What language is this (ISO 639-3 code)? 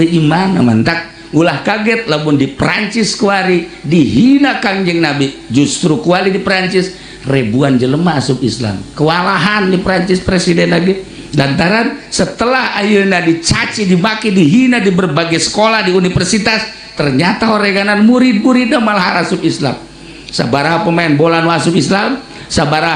sun